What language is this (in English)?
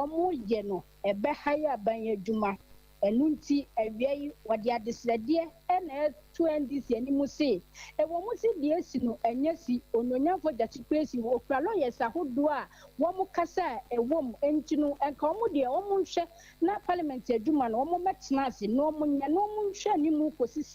Akan